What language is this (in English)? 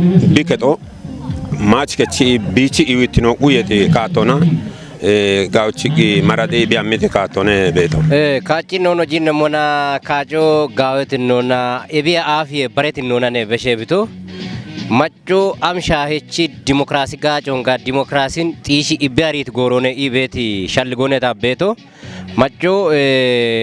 Kafa